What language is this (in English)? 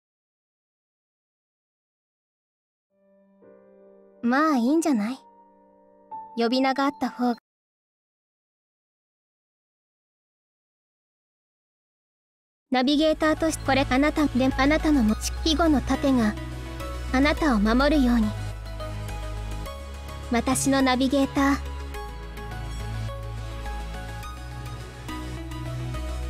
Japanese